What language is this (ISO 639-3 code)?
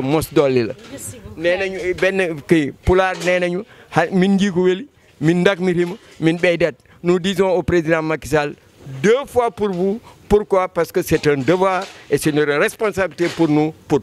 ful